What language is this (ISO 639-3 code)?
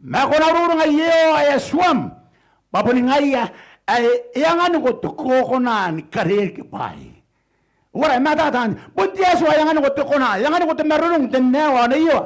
gil